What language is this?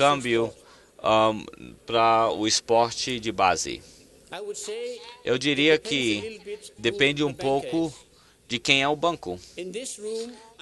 Portuguese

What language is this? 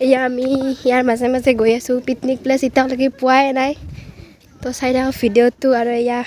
Assamese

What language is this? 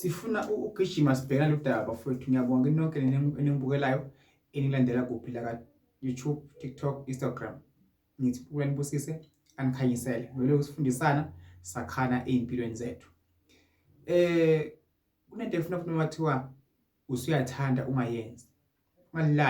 Zulu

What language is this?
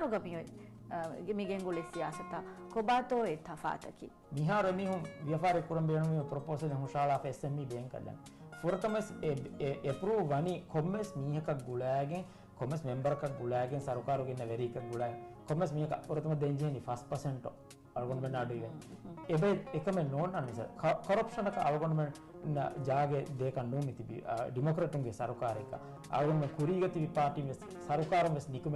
Divehi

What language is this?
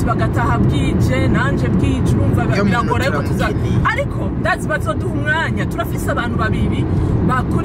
Rundi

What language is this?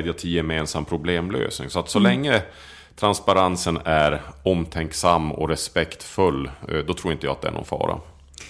Swedish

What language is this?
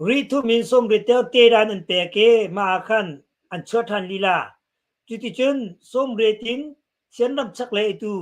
Hakha Chin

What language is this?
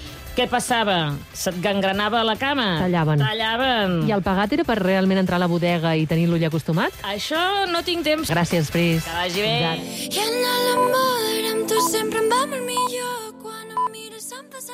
Catalan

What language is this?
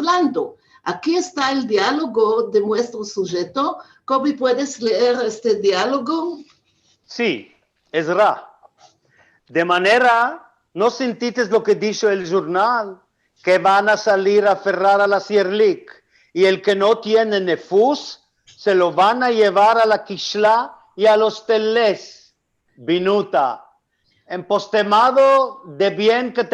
Ladino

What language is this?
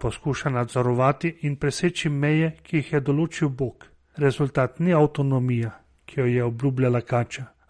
Slovenian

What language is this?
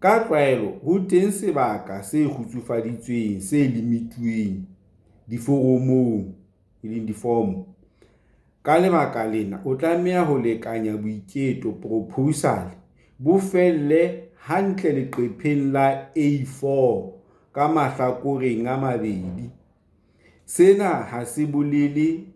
Southern Sotho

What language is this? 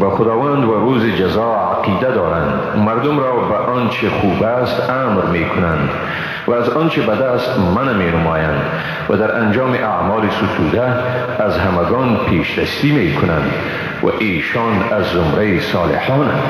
Persian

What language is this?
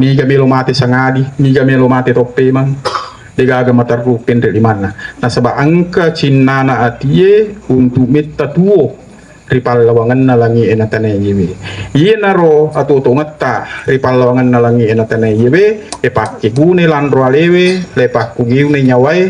Buginese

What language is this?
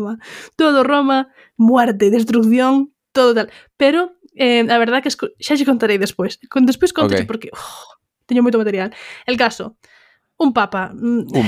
Galician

